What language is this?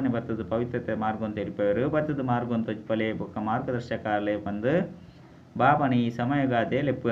Tulu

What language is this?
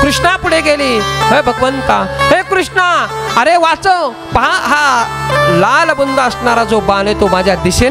Marathi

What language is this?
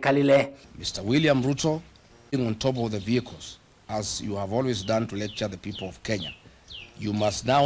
Kamba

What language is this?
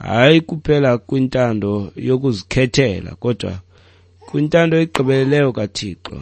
Xhosa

